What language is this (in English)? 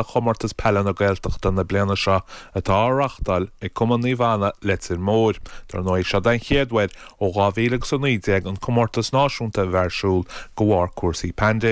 Irish